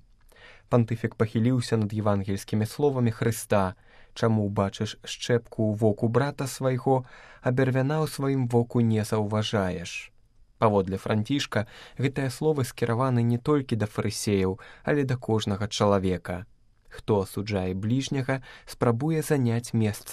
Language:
Belarusian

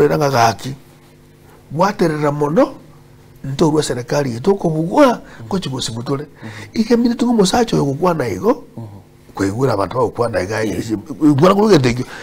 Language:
Gusii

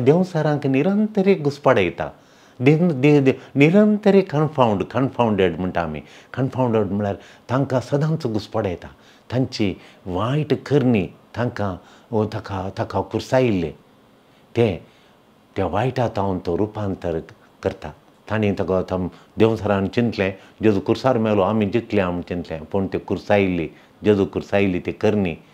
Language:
Konkani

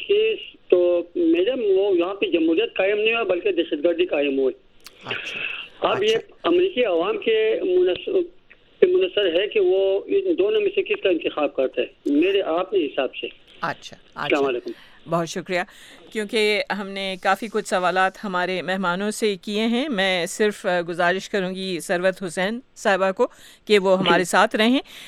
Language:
Urdu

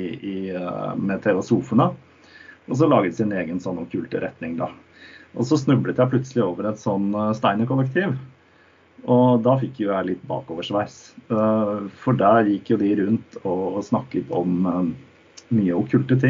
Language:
Norwegian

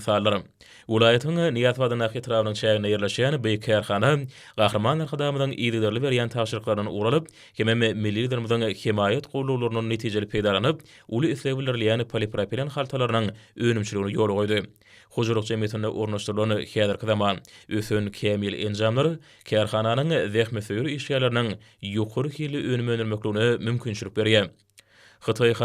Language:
Turkmen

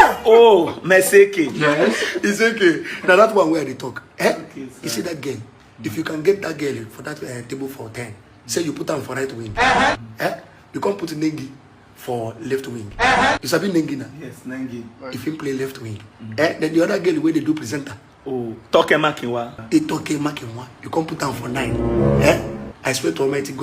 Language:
Nigerian Pidgin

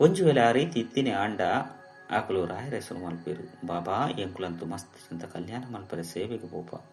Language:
Tulu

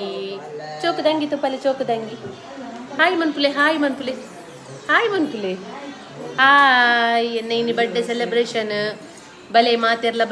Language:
Tulu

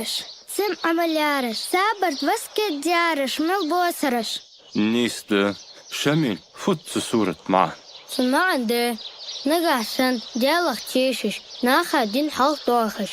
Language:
Ingush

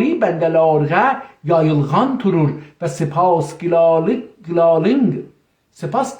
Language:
South Azerbaijani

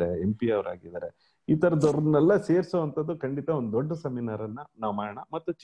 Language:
Kannada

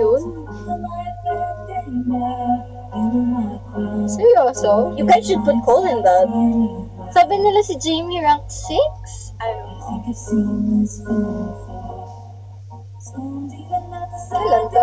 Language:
Filipino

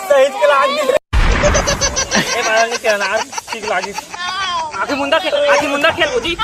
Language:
Chhattisgarhi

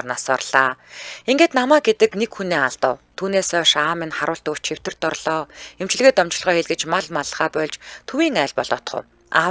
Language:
Mongolian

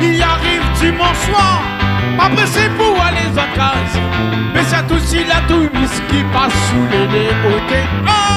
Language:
Réunion Creole French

